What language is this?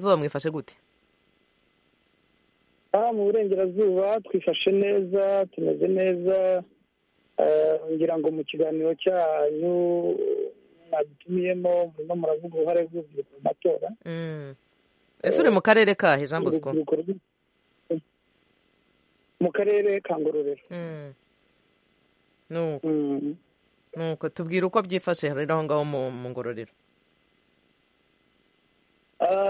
Kinyarwanda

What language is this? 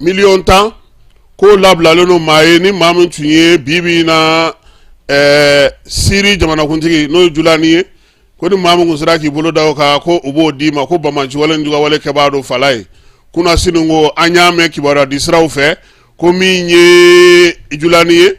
Bambara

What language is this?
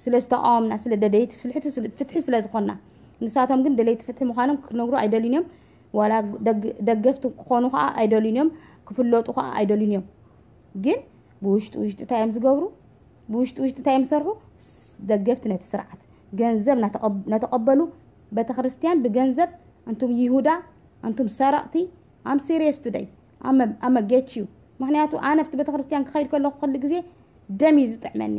Tigrinya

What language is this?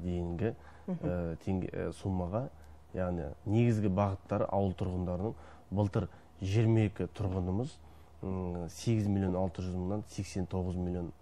Kazakh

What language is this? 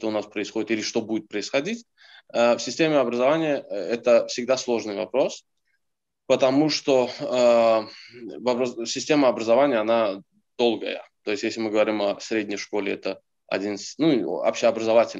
Russian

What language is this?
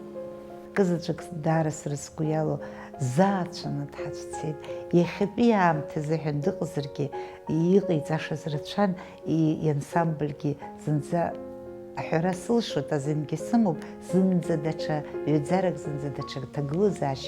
Abkhazian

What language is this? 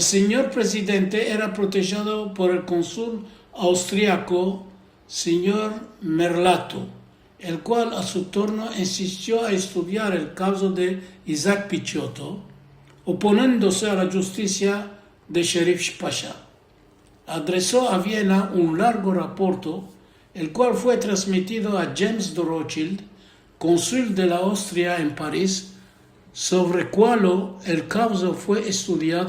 Ladino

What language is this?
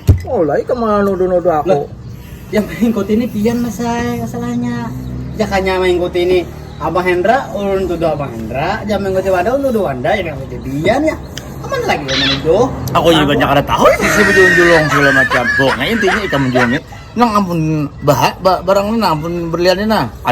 Banjar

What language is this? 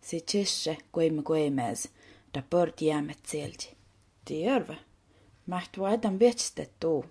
Skolt Sami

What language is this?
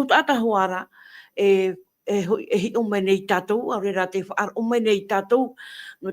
Tahitian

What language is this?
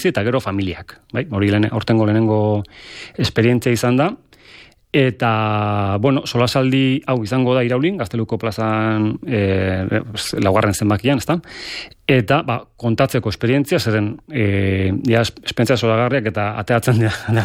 Basque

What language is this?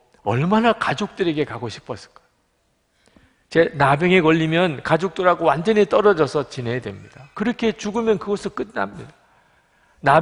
Korean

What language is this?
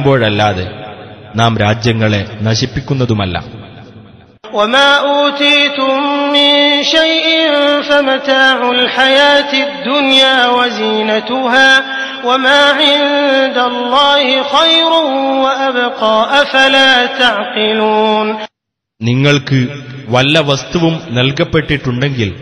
Malayalam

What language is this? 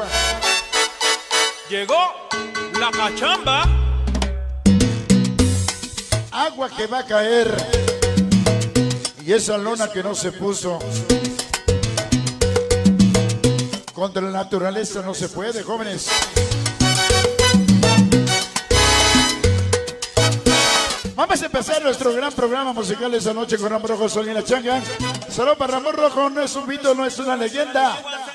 Spanish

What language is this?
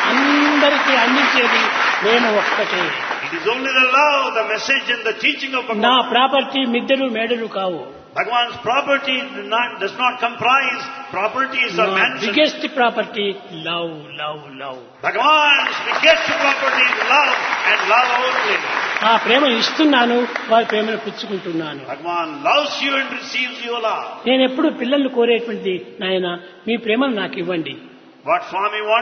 Telugu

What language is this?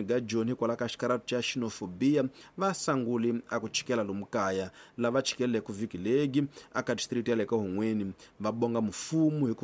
Tsonga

